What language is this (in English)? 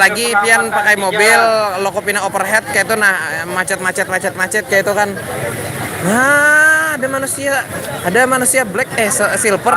Banjar